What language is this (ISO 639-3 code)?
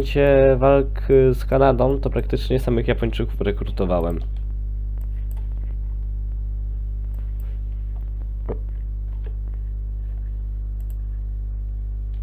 pol